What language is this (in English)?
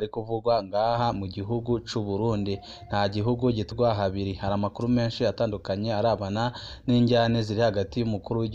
Rundi